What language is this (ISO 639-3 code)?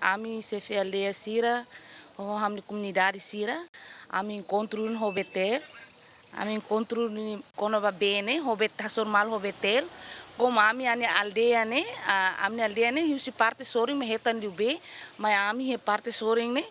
tet